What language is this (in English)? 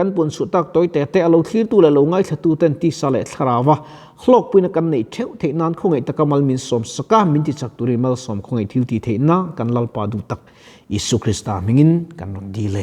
Mizo